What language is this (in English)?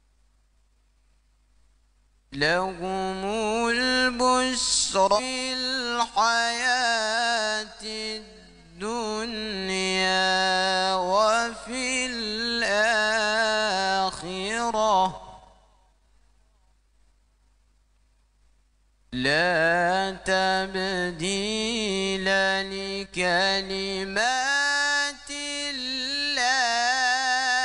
Arabic